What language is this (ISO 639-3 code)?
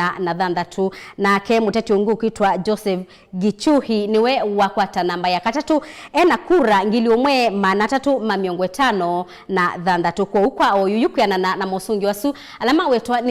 kam